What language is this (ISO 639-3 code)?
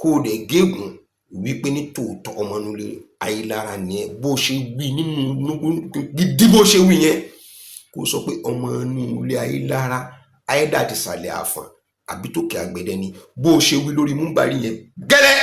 yor